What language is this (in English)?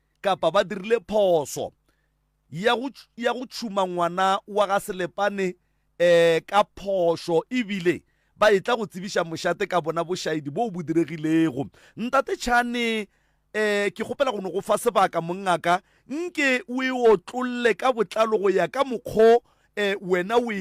Northern Sotho